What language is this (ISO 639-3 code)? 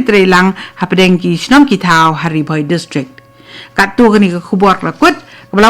kha